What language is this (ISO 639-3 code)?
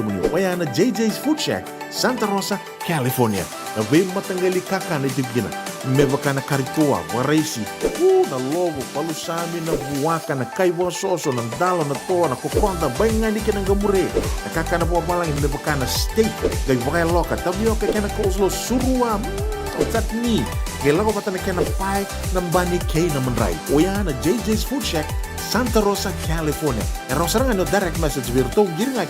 fij